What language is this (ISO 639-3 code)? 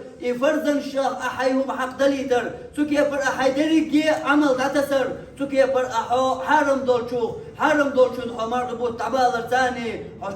che